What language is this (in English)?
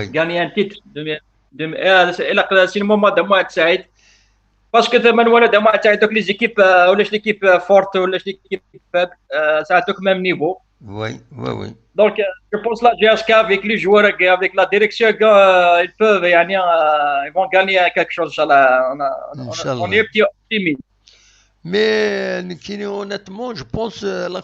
Kabyle